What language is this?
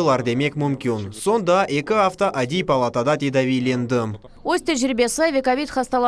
Crimean Tatar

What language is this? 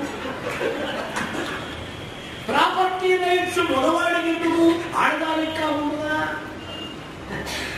Telugu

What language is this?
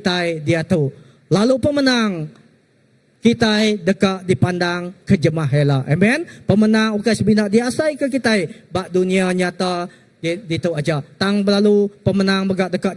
Iban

